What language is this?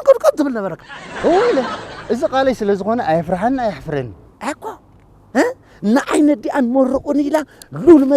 Tigrinya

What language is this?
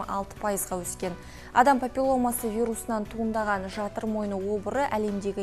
Kazakh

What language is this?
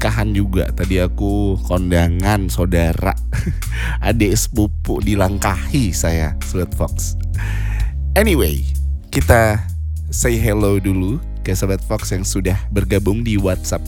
Indonesian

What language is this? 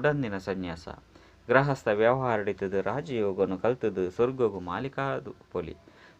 Tulu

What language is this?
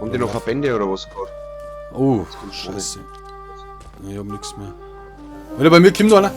Bavarian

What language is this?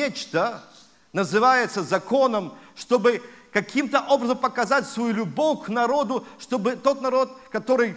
Russian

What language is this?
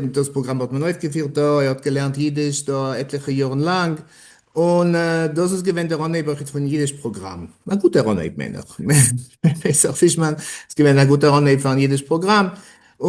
Yiddish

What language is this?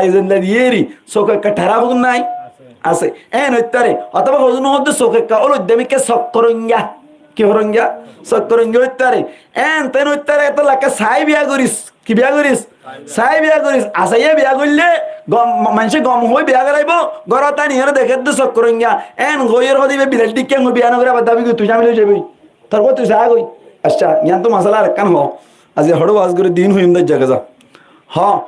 Rohingya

